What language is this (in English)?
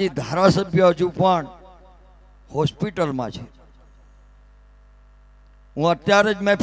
Gujarati